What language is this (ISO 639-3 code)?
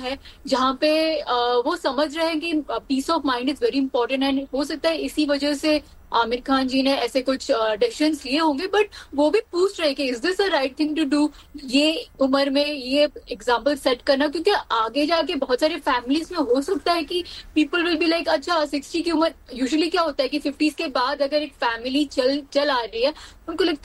hin